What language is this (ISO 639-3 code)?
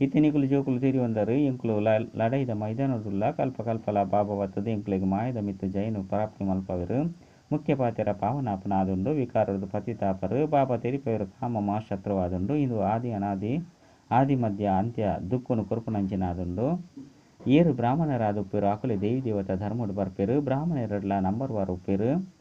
tcy